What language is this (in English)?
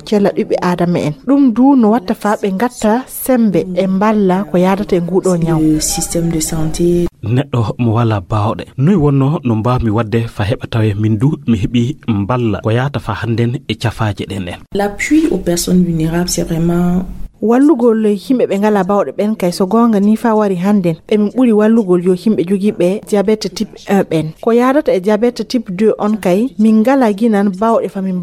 Fula